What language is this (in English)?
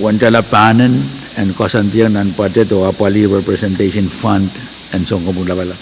Pohnpeian